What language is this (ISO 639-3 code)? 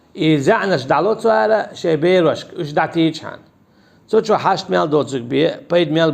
che